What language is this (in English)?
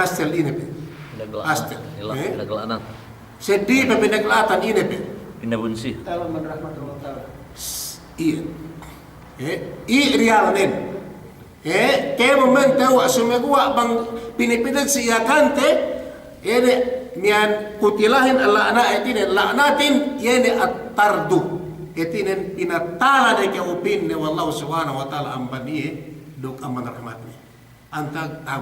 Yakan